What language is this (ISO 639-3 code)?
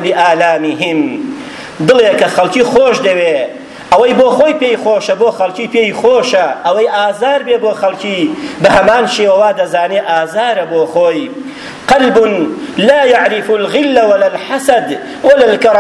ckb